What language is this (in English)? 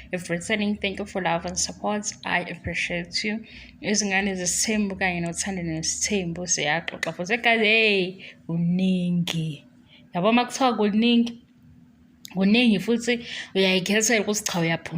Zulu